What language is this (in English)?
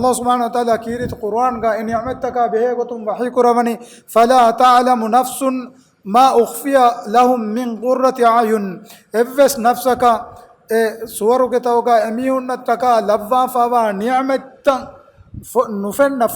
Divehi